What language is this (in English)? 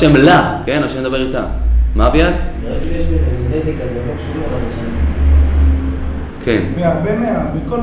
Hebrew